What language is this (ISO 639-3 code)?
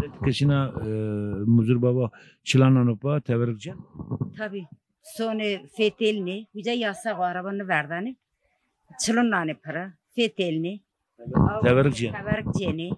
zza